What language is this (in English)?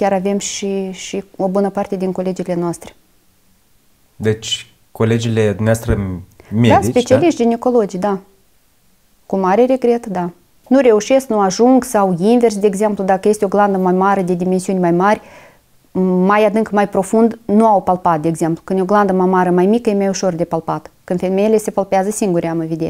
Romanian